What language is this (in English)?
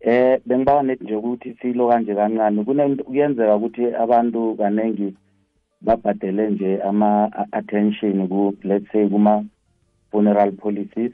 South Ndebele